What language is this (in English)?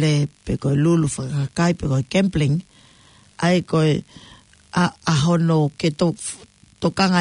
Tongan